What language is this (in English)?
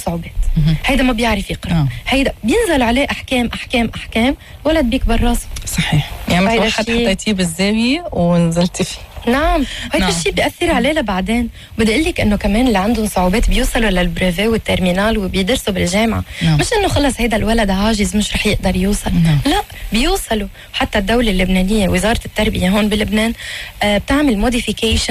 North Levantine Arabic